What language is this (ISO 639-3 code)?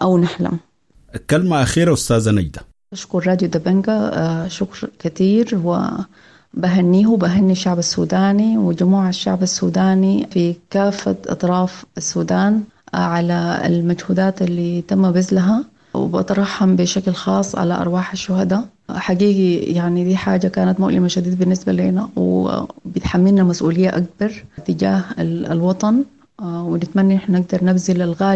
apd